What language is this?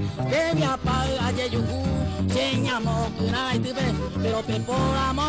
Guarani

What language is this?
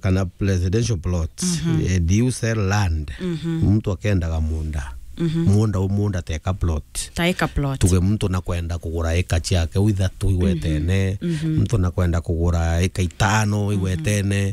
Meru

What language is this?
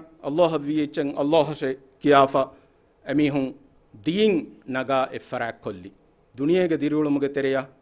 Divehi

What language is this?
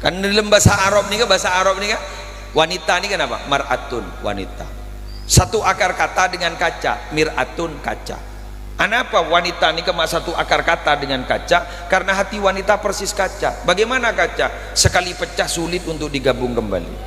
Madurese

